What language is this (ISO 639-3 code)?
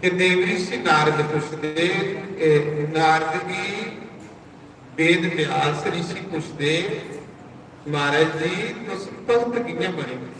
doi